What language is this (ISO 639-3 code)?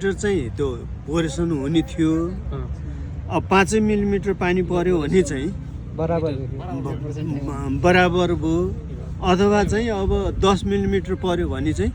nep